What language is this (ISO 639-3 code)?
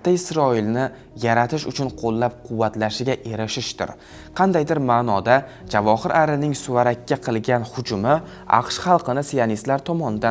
uzb